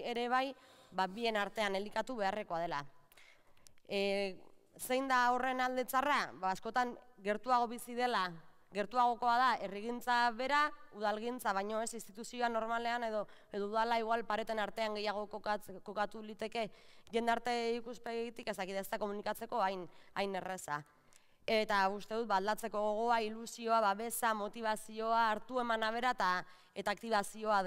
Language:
Basque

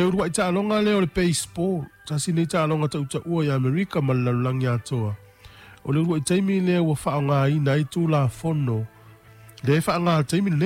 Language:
Samoan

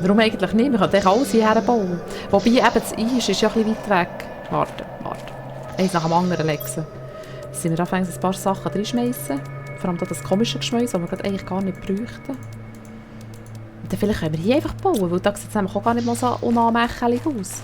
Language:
Swiss German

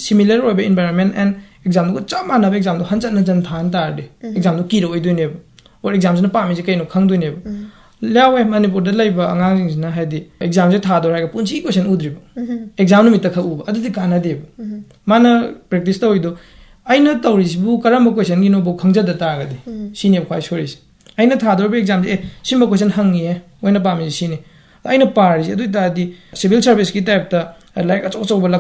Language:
Manipuri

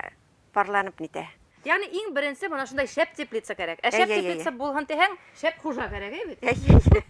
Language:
Bashkir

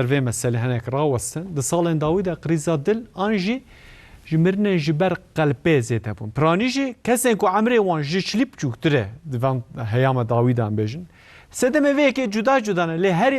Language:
Kurdish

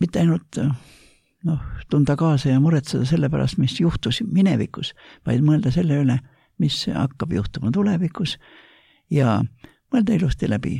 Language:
Estonian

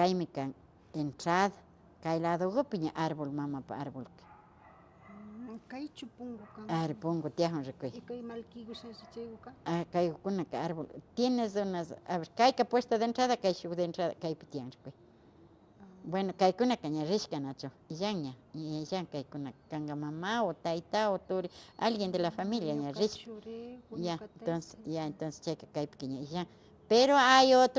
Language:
Imbabura Highland Quichua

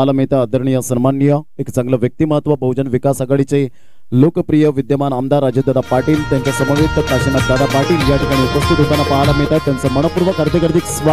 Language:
Marathi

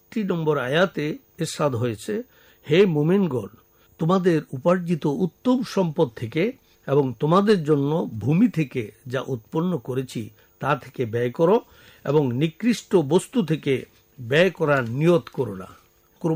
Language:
Bangla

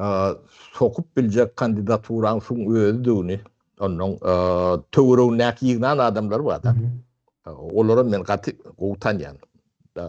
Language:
Turkmen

